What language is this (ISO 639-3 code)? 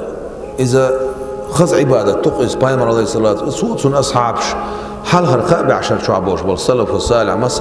che